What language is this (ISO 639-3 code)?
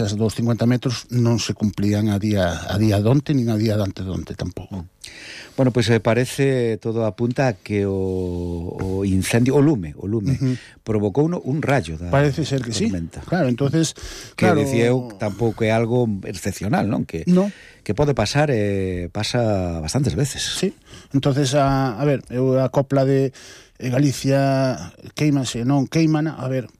glg